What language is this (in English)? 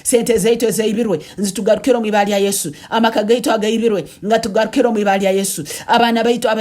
Tooro